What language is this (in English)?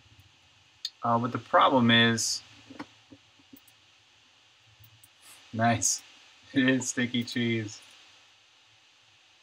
English